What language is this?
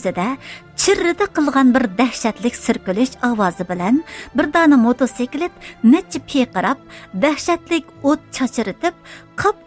Uyghur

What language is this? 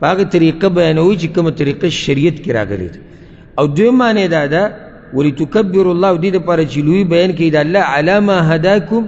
Pashto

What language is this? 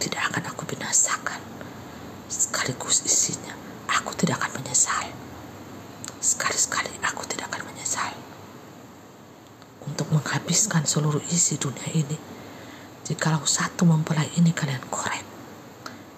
Indonesian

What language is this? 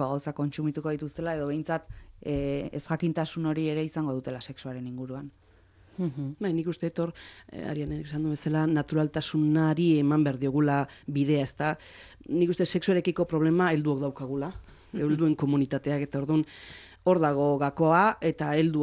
Basque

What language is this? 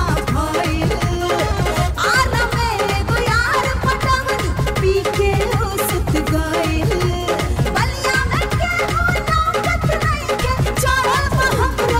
Bhojpuri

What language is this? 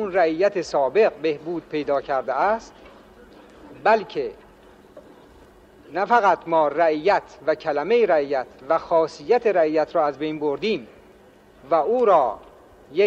Persian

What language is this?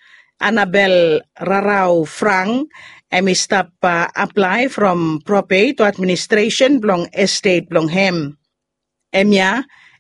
Bislama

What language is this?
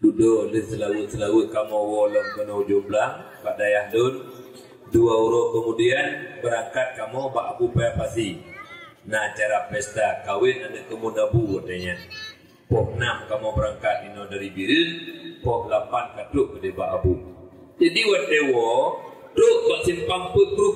Achinese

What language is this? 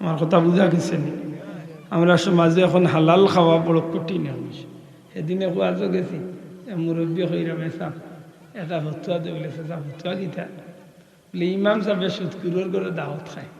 Sylheti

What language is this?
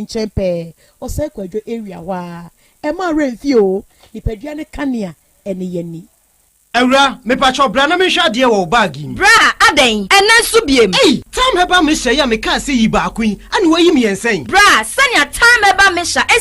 Akan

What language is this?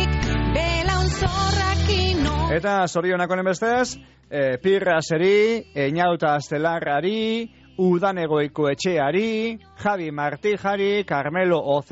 Basque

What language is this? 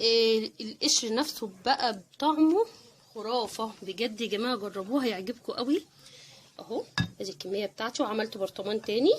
Egyptian Arabic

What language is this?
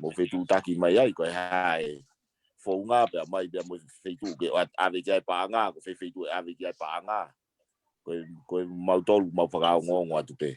Tongan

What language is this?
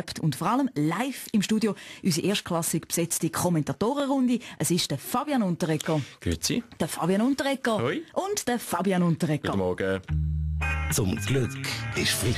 Swiss German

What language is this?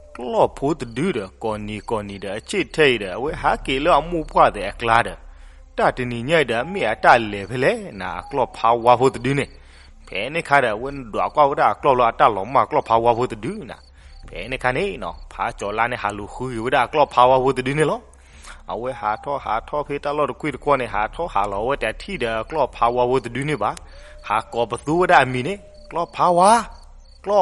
S'gaw Karen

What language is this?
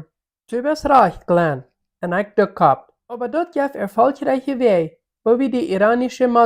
Plautdietsch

